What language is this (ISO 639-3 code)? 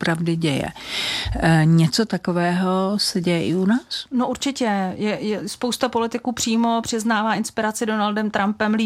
ces